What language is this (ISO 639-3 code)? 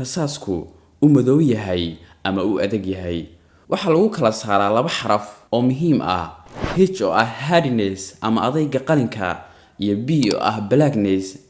som